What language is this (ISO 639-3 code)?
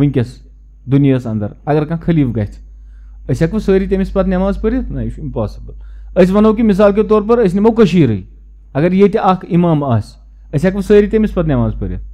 kas